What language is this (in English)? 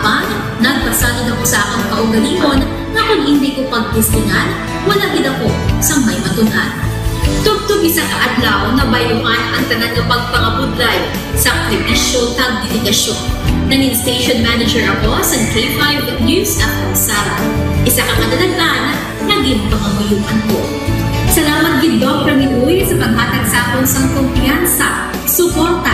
Hiligaynon